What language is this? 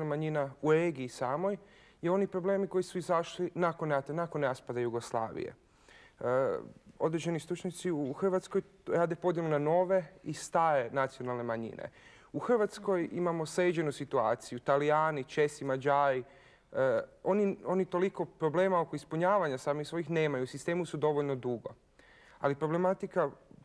Bosnian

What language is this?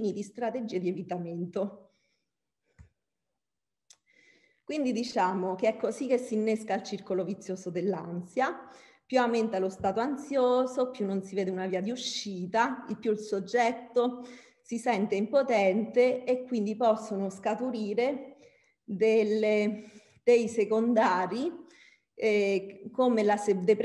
Italian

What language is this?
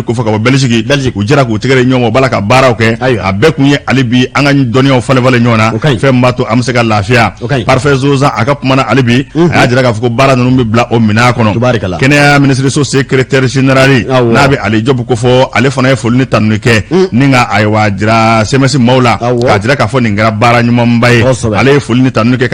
Bambara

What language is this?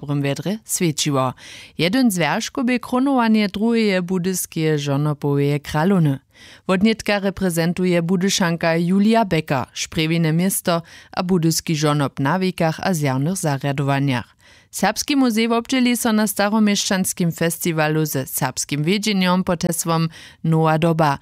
Upper Sorbian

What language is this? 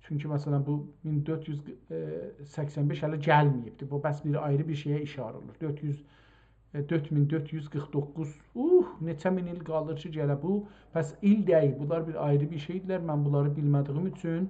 South Azerbaijani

